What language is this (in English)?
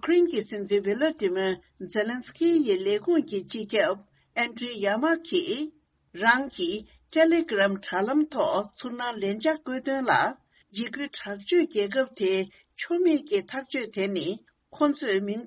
Tibetan